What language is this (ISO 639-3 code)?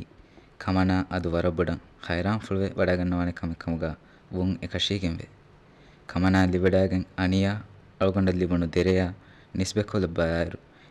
div